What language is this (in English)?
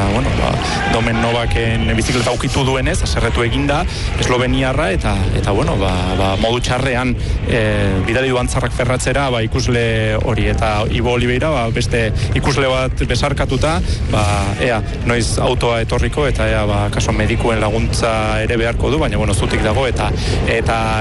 Basque